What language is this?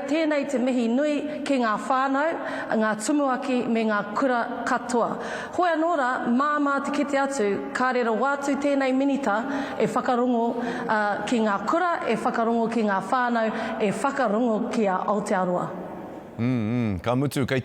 Māori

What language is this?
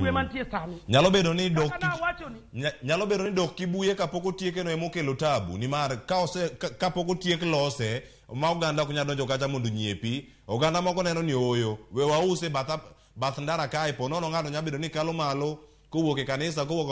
Luo (Kenya and Tanzania)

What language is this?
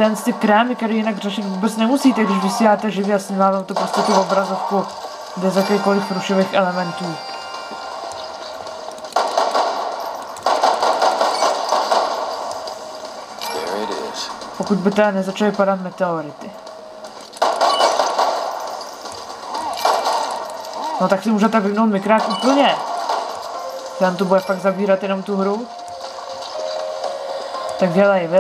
Czech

